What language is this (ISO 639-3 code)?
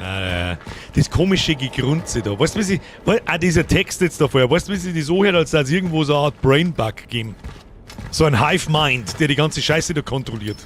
bar